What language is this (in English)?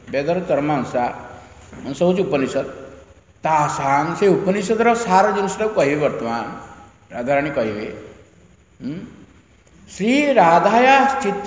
Odia